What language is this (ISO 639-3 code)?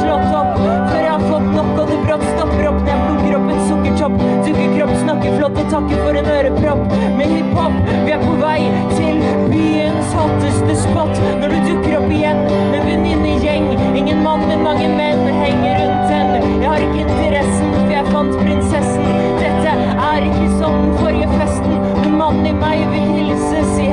nor